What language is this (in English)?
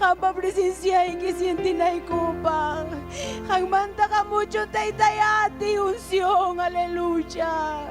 Ayacucho Quechua